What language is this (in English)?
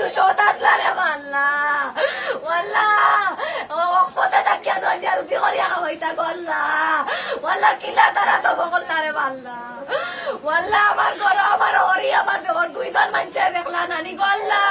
Sylheti